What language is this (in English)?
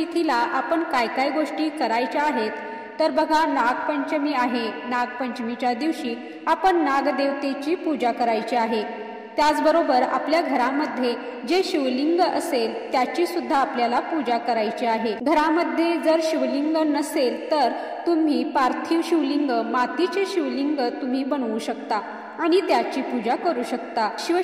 Marathi